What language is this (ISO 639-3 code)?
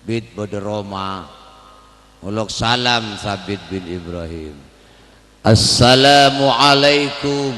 mad